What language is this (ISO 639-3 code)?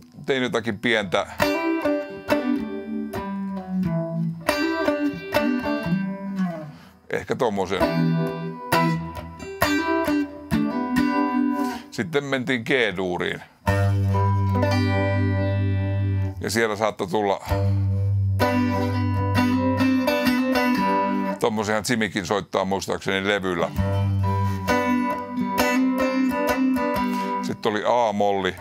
fin